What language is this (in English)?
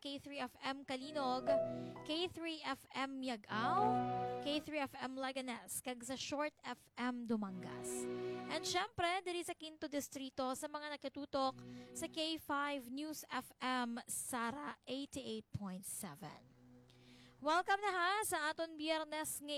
Hiligaynon